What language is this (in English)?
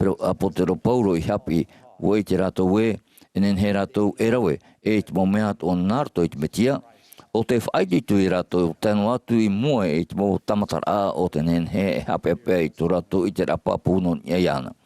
Tahitian